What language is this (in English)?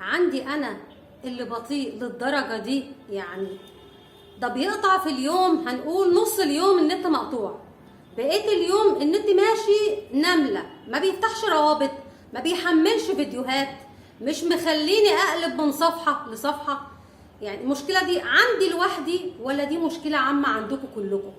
Egyptian Arabic